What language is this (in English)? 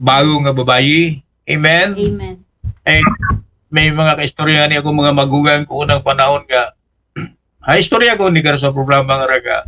Aklanon